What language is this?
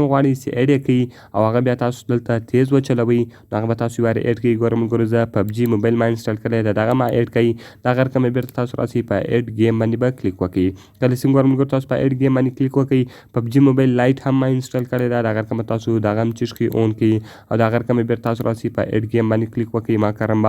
Pashto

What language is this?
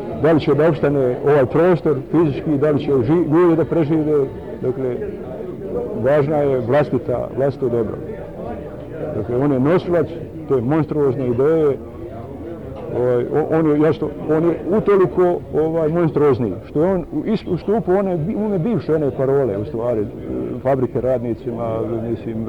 Bosnian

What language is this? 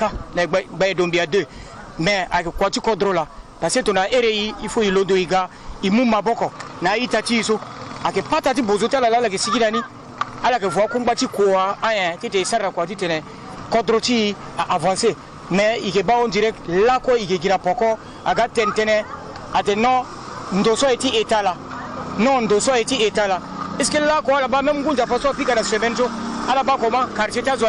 Sango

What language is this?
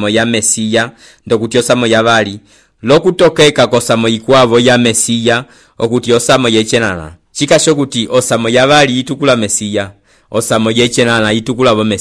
Umbundu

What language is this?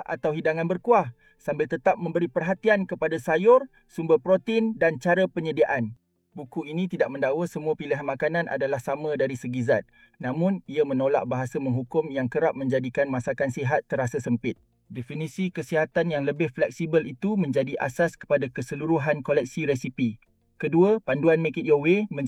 Malay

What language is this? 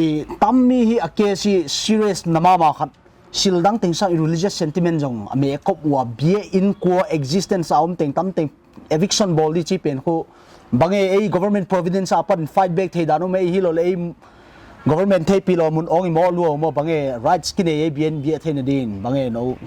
Paite Chin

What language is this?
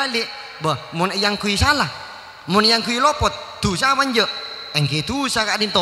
Madurese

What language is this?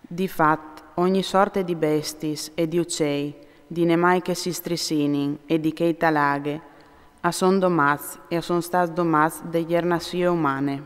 Friulian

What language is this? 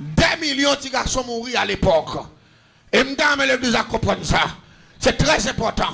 Haitian Creole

